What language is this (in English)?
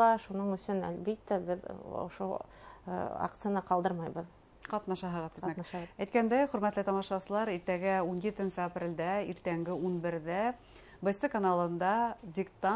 Bashkir